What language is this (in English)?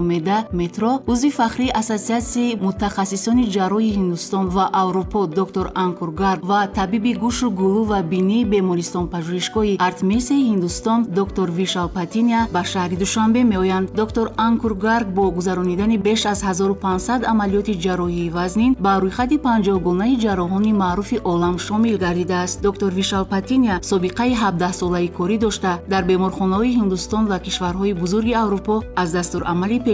Tajik